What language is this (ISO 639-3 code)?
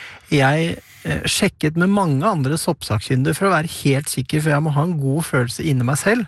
nor